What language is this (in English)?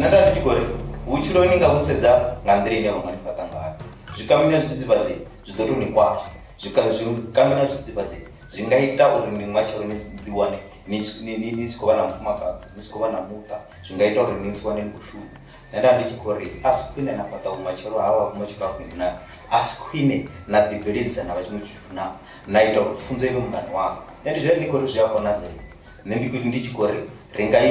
Venda